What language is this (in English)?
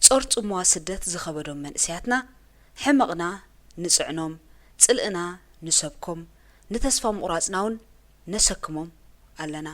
Tigrinya